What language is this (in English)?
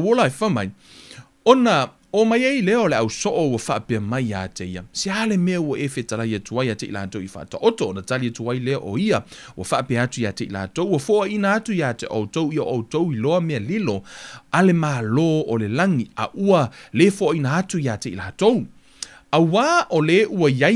Samoan